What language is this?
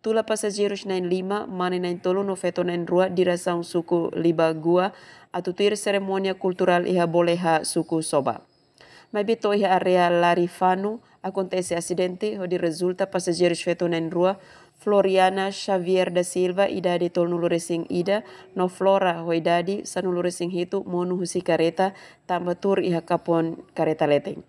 Tetum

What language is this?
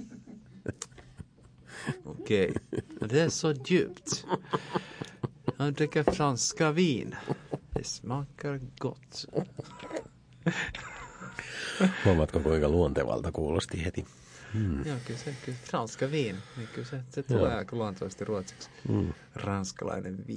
Finnish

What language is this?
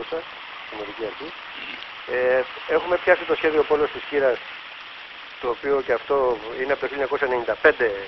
Greek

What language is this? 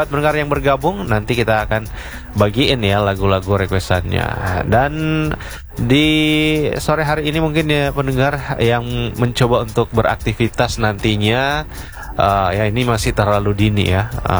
Indonesian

